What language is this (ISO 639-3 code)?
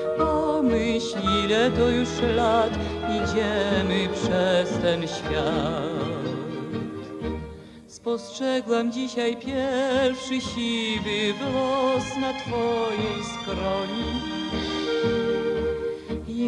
pol